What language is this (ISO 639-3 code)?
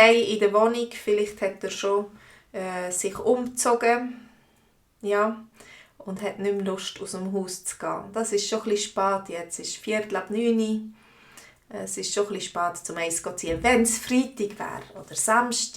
gsw